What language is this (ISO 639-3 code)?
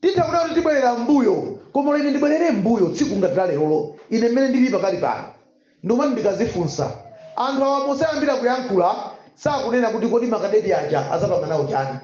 nya